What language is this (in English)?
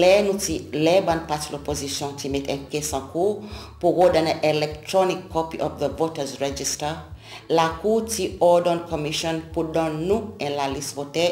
Seselwa Creole French